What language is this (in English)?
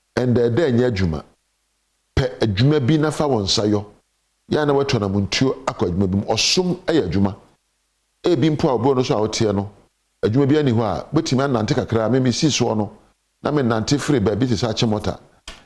Akan